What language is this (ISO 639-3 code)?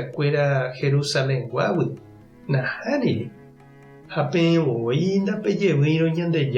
grn